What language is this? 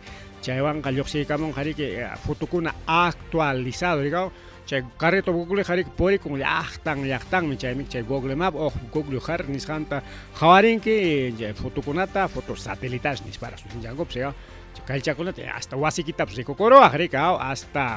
Ayacucho Quechua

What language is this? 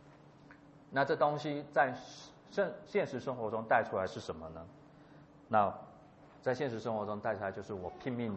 Chinese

